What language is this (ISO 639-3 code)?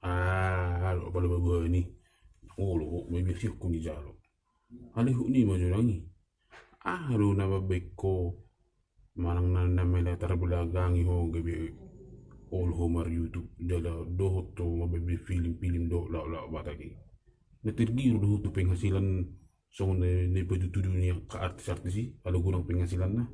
bbc